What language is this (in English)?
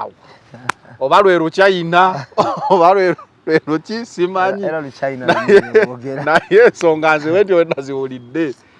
Ganda